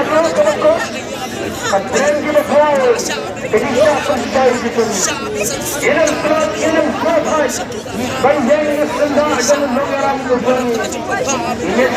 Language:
Khasi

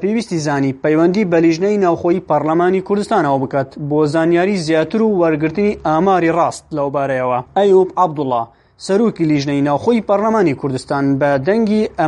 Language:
Central Kurdish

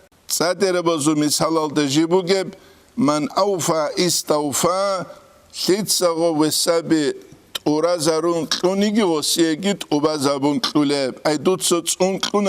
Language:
Avaric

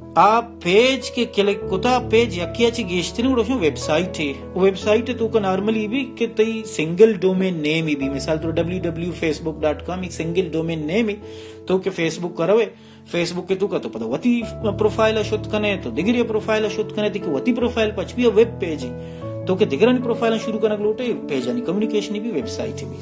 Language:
Baluchi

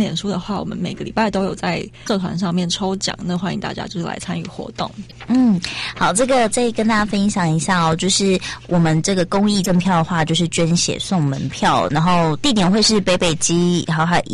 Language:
Chinese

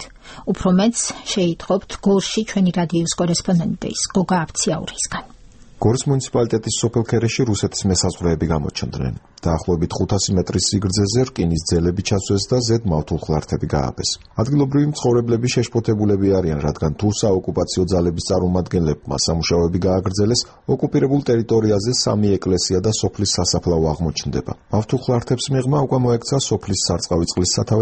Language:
Georgian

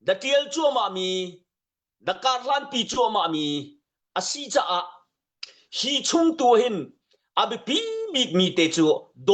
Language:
Hakha Chin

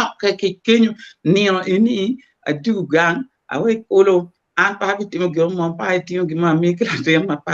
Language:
Acoli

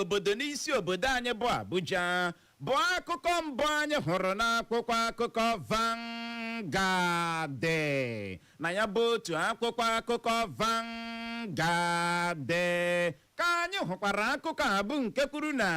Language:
Igbo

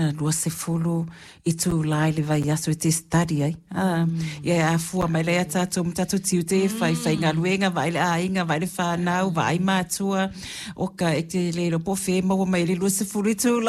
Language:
Samoan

